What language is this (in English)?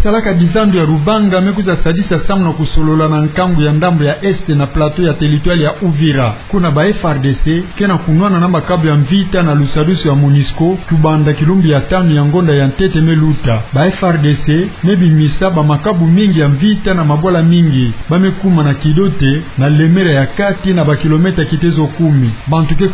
Kituba (Democratic Republic of Congo)